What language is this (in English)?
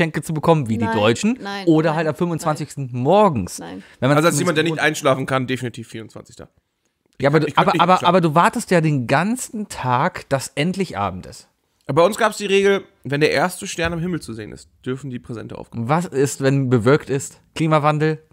German